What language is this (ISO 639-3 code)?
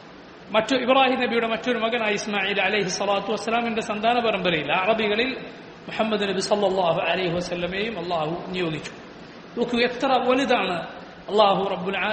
mal